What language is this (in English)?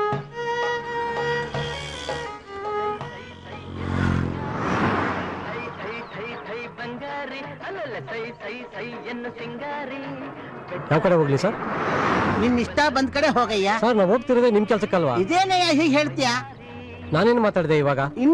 Kannada